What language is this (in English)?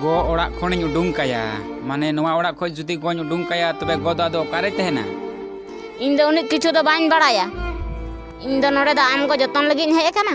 Santali